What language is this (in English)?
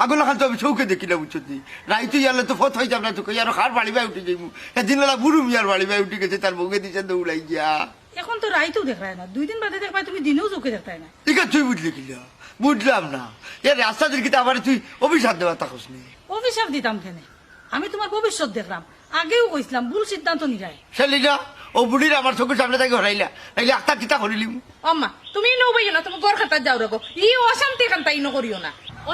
Sylheti